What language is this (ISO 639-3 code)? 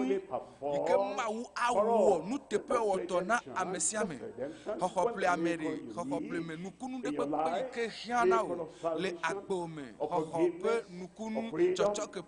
ewe